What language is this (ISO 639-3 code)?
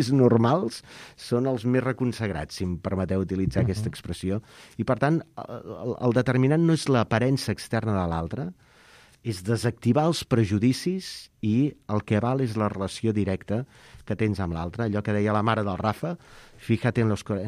cat